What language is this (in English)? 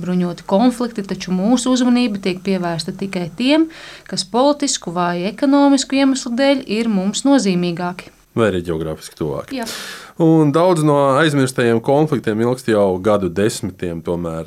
Latvian